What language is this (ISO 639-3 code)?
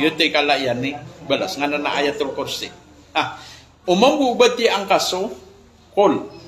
mrw